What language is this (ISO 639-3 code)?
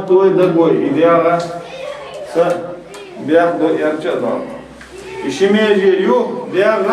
che